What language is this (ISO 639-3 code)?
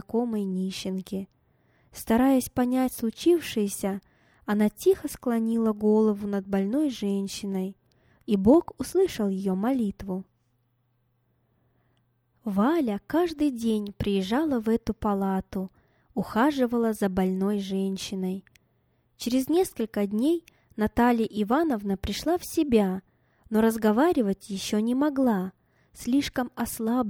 rus